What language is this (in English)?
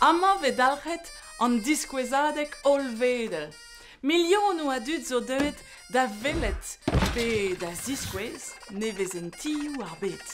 Breton